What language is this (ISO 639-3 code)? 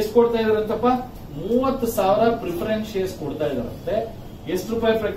kan